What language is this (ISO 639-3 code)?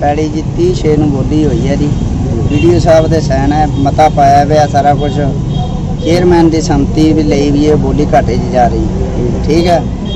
pan